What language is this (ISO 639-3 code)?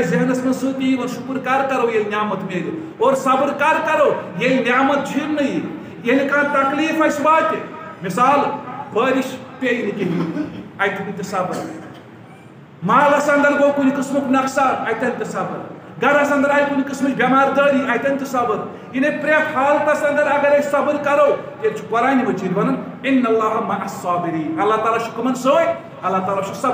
kas